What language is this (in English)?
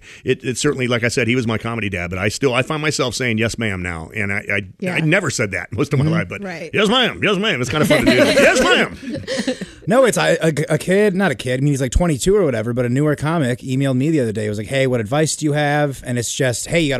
English